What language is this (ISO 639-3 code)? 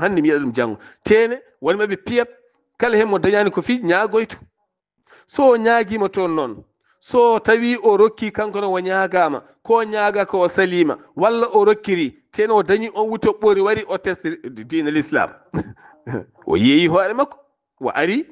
ful